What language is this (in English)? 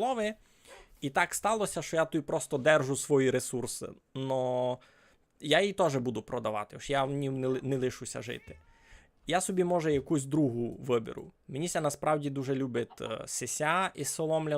Rusyn